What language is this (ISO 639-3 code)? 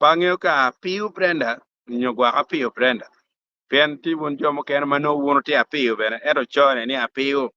ach